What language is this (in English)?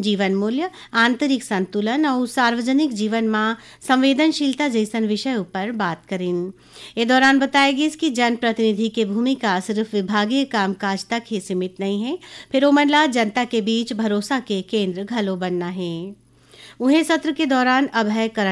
Chhattisgarhi